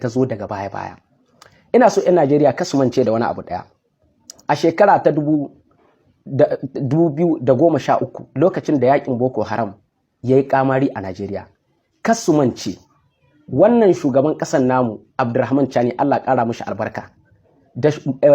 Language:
Hausa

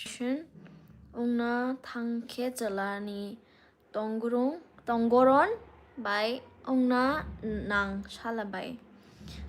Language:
Kok Borok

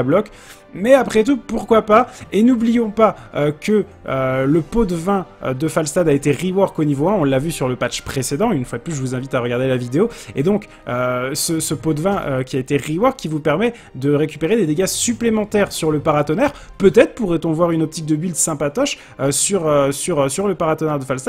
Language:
French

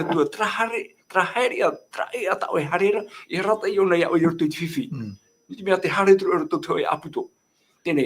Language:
Tahitian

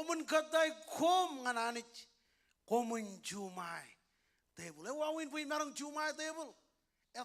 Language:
Marshallese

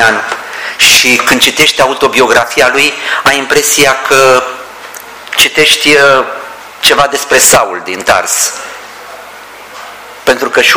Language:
Romanian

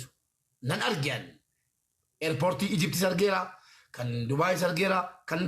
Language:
Oromo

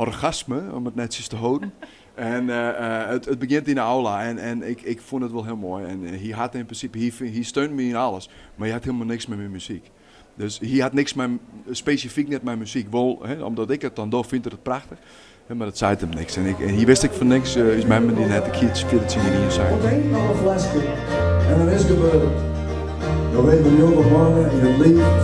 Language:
Western Frisian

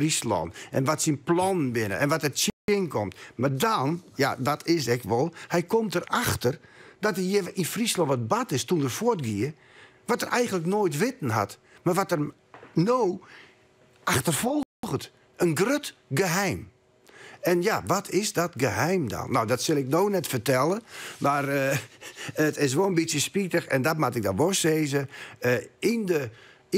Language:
Western Frisian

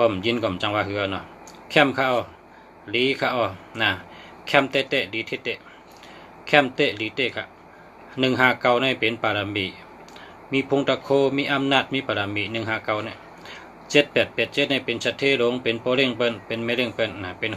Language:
Shan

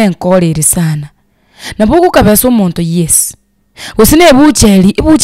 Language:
Gusii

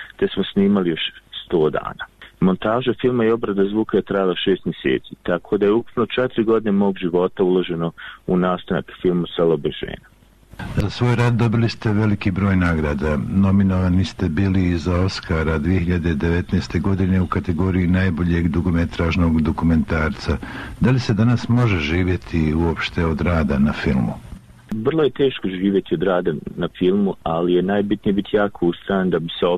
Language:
Bosnian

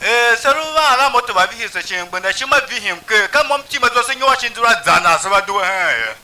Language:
Tiv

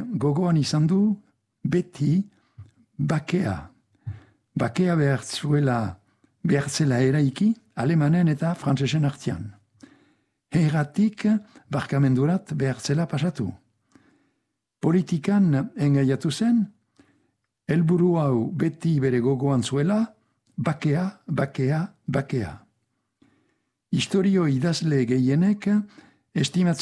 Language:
Basque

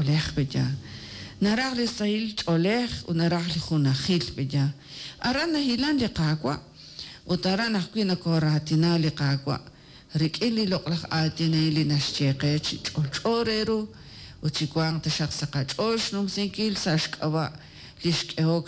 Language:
Kekchí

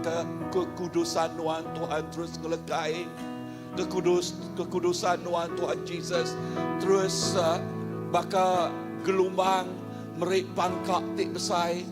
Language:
Iban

